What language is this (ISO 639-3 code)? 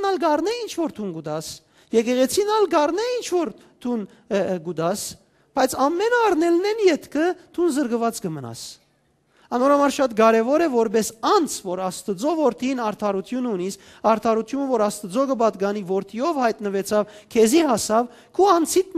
hyw